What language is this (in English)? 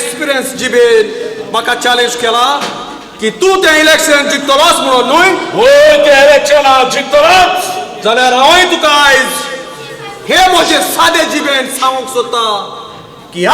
Konkani